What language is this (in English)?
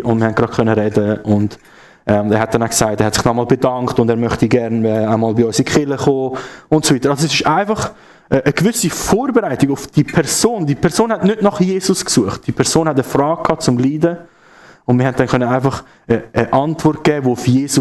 Swiss German